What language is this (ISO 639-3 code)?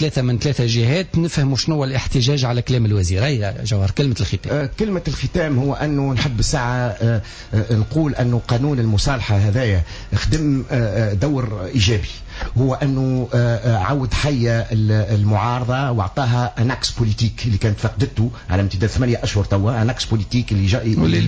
aeb